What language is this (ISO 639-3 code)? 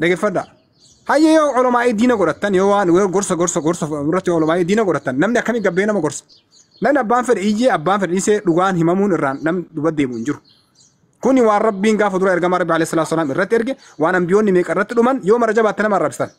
orm